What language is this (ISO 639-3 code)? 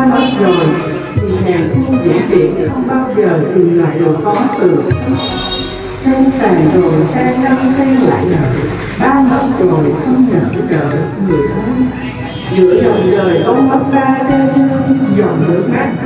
vie